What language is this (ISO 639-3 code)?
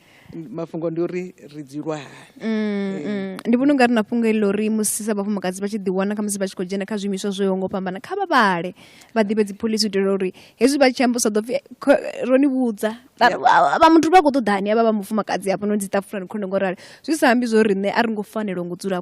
ven